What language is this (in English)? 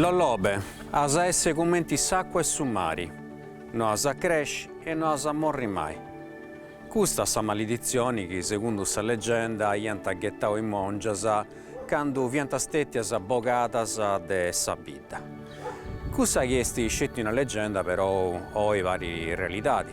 Sardinian